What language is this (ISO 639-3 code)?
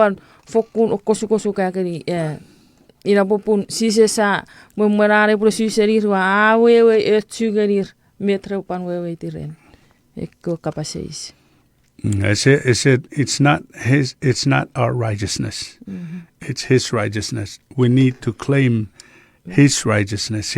chk